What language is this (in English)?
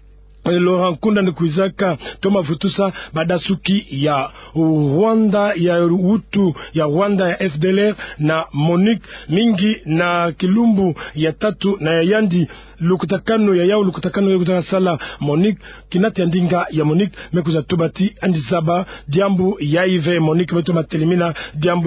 Kituba (Democratic Republic of Congo)